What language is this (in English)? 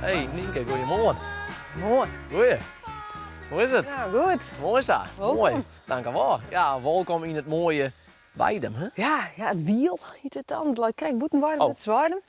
Western Frisian